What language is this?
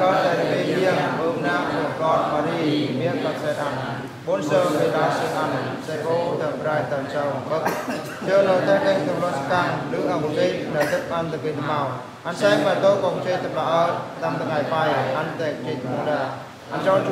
Eastern Bru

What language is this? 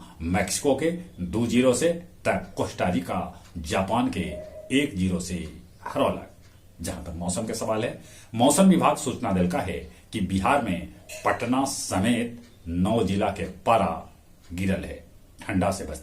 Magahi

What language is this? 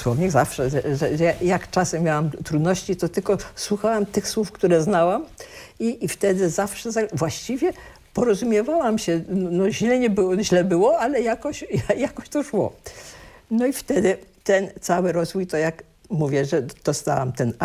Polish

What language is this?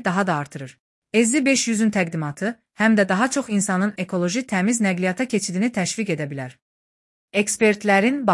Azerbaijani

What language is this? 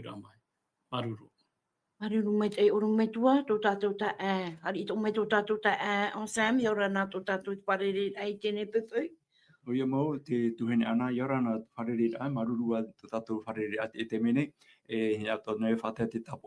Tahitian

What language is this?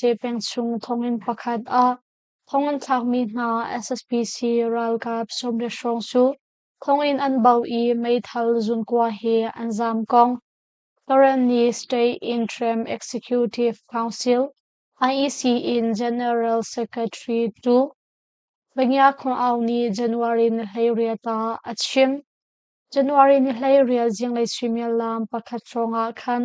Hakha Chin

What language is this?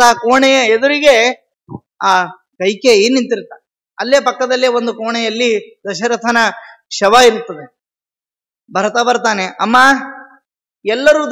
Kannada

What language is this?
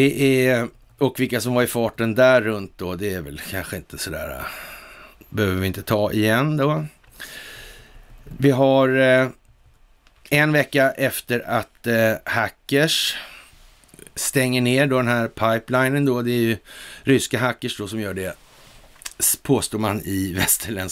Swedish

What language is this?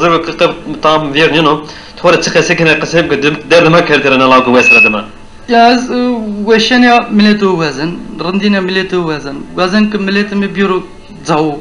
Zaza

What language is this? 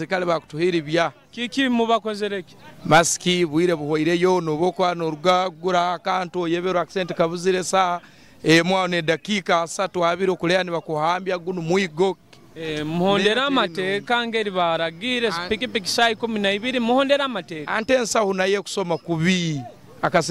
Nyoro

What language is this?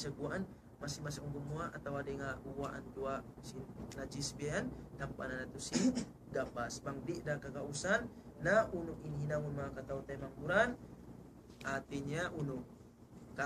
Tausug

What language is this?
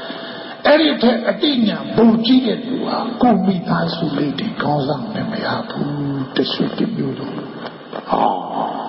Burmese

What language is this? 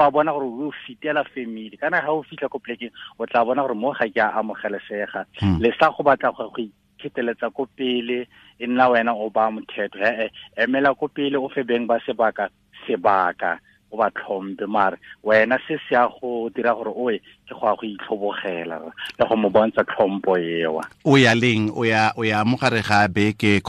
Tswana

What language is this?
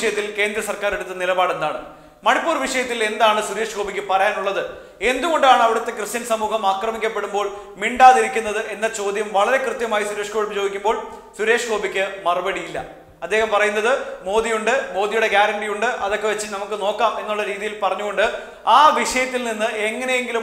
Malayalam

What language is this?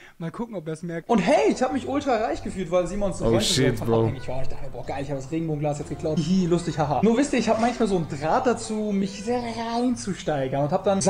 Swiss German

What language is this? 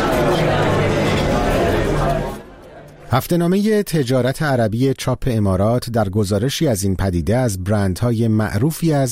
Persian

